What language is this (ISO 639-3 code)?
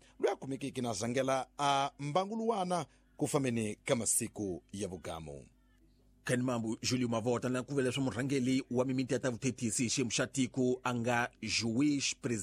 tso